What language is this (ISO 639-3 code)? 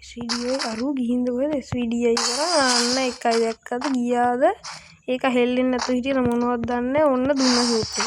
sin